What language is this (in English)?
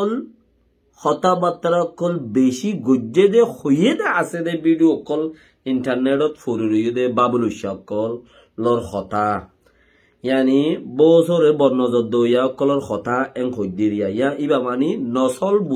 Rohingya